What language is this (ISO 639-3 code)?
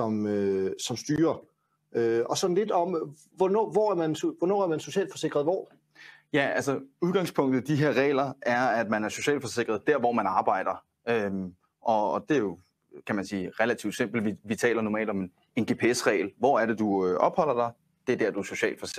dan